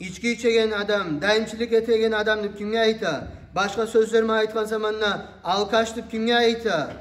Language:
Kumyk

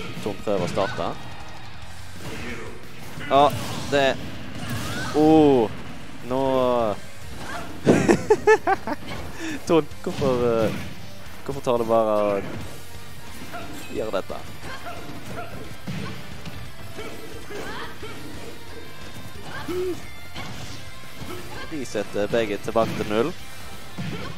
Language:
Norwegian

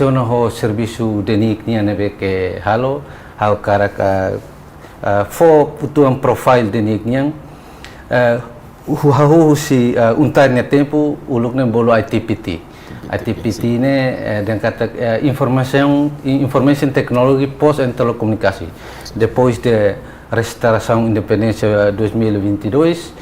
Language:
Tetum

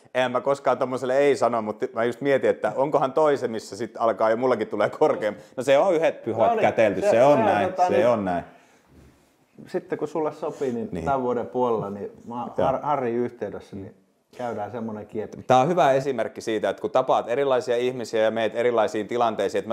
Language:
Finnish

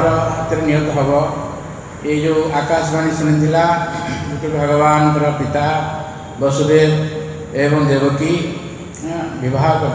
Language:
Odia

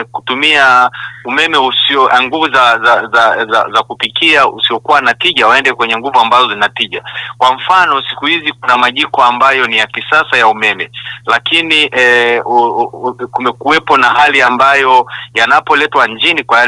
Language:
Swahili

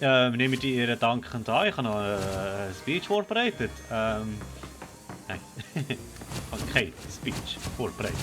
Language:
Swiss German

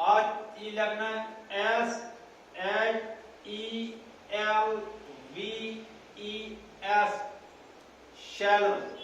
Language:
Kashmiri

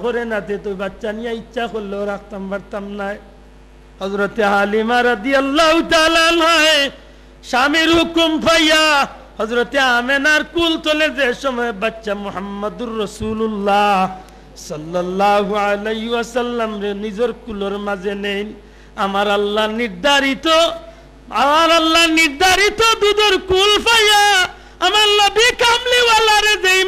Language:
Sylheti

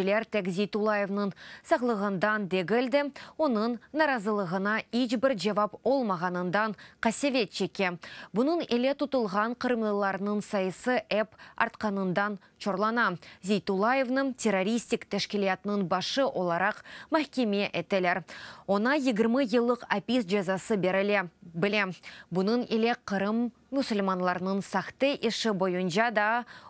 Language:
Crimean Tatar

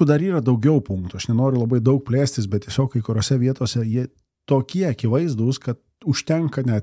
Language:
Lithuanian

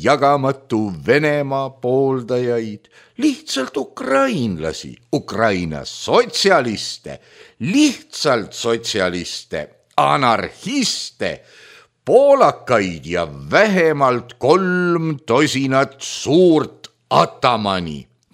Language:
Estonian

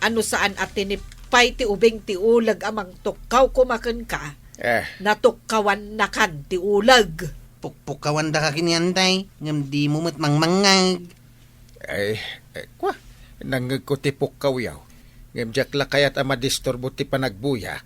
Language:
Iloko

